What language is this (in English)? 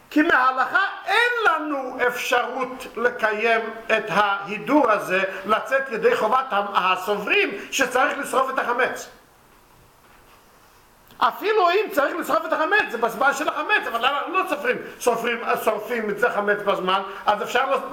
Hebrew